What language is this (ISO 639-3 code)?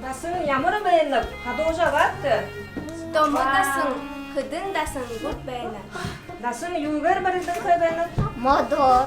bua